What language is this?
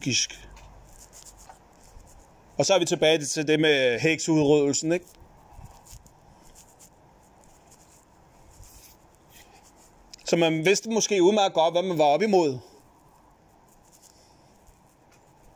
Danish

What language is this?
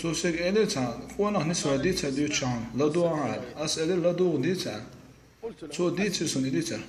Chechen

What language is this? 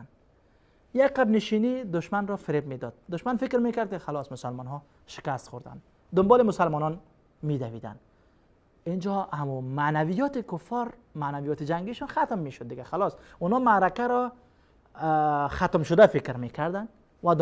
Persian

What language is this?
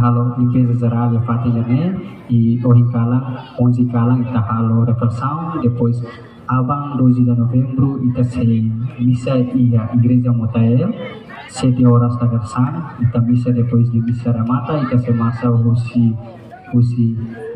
Tetum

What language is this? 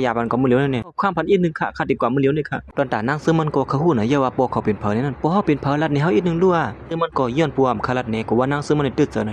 Shan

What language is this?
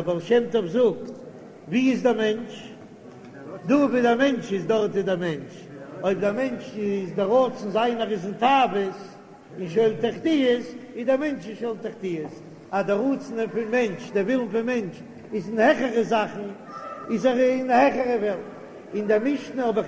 Yiddish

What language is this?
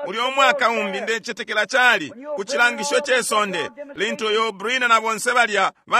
Bemba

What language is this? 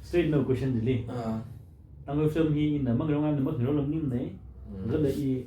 Tangkhul Naga (India)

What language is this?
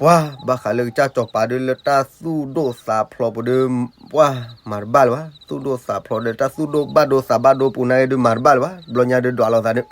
S'gaw Karen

